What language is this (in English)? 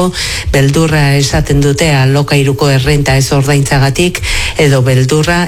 Basque